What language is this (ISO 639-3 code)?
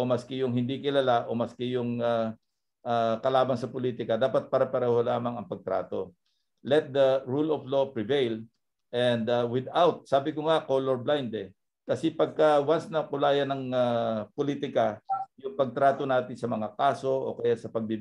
fil